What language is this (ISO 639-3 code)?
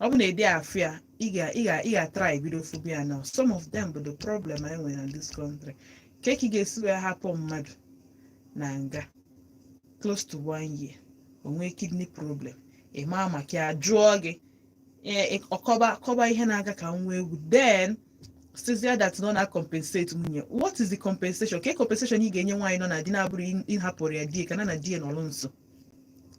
ibo